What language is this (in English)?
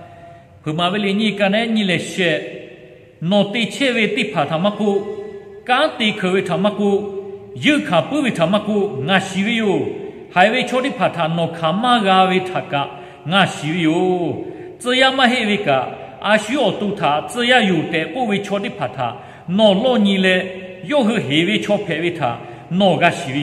Lahu